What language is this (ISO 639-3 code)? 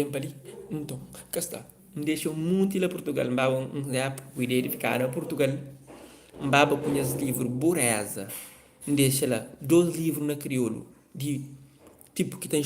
kea